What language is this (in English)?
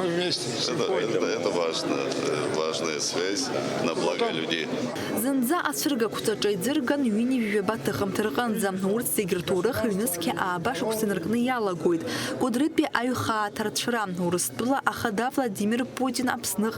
Abkhazian